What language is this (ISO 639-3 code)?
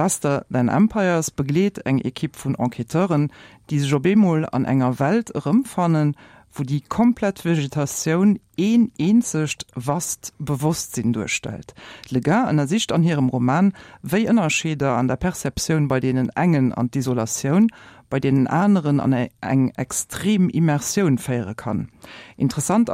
ltz